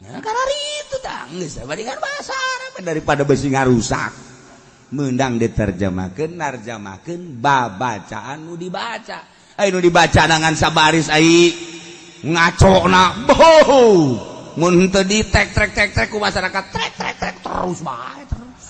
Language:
Sundanese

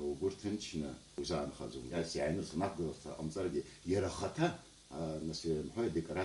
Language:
Abkhazian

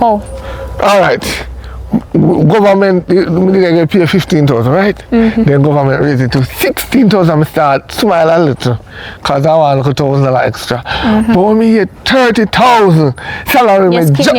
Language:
Jamaican Creole English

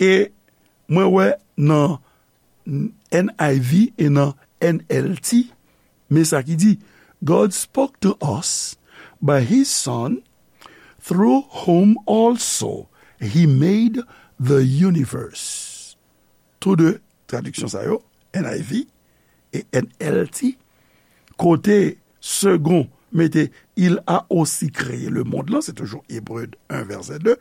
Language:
Haitian Creole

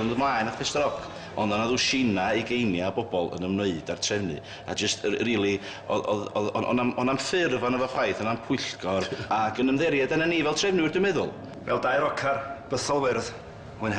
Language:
Welsh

